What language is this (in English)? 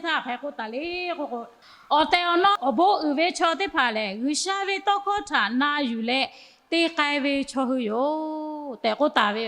Lahu